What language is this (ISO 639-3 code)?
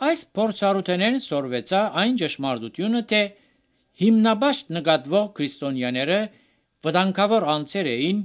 hye